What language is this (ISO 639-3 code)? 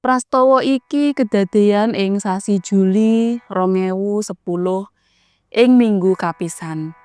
jav